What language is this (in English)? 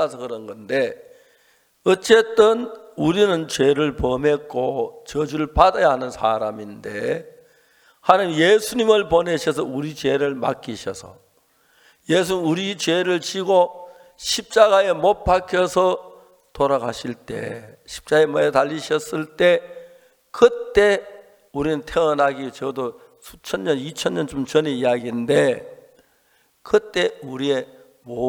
Korean